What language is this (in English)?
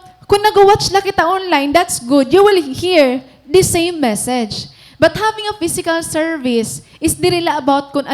Waray